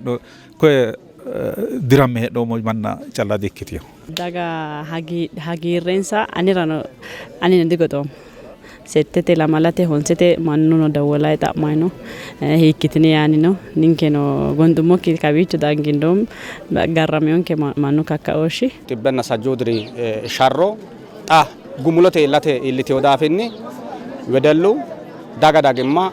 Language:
Sidamo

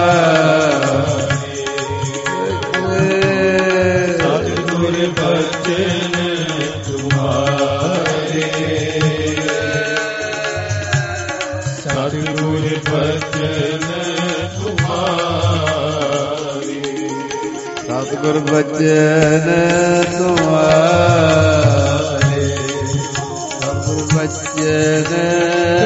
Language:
Punjabi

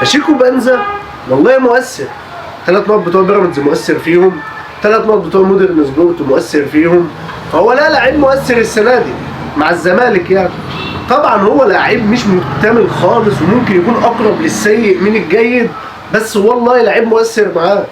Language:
Egyptian Arabic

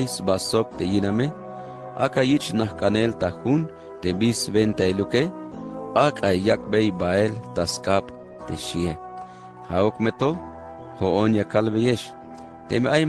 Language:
Tzeltal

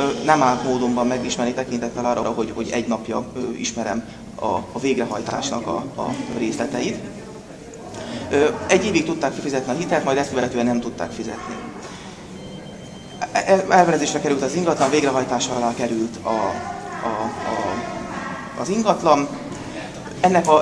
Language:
Hungarian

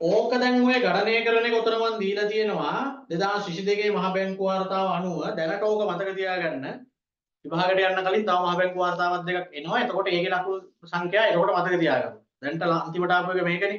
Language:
Sinhala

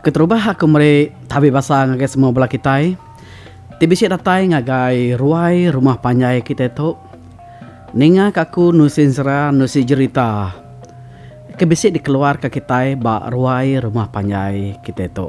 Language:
Iban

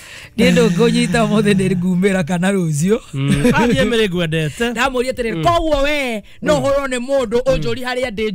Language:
Kikuyu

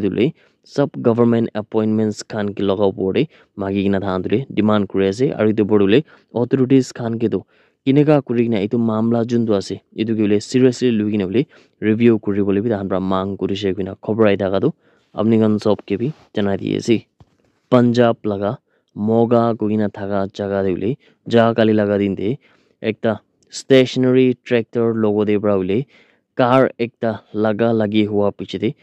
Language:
Naga Pidgin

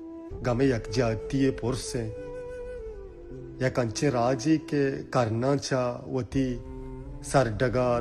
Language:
Baluchi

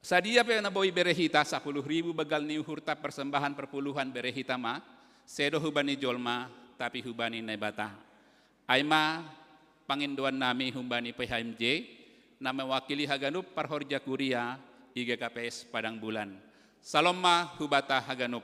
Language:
Batak Simalungun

